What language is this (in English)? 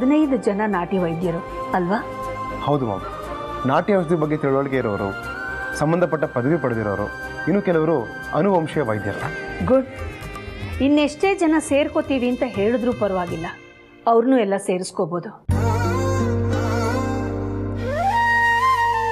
Kannada